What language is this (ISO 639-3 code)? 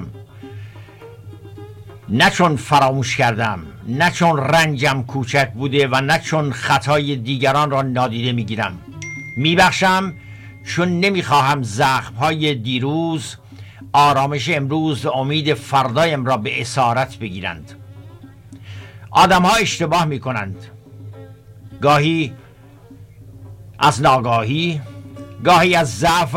fas